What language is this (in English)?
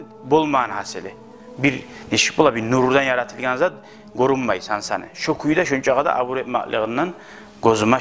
Kumyk